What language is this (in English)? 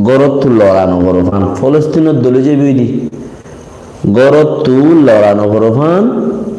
Rohingya